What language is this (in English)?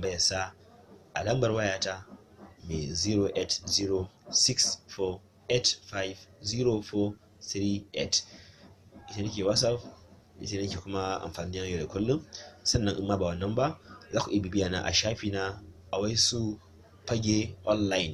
Hausa